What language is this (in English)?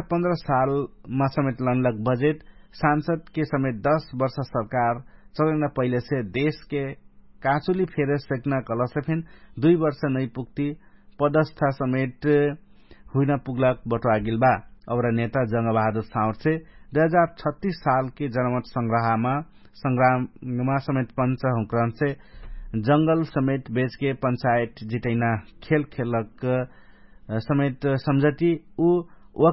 Dangaura Tharu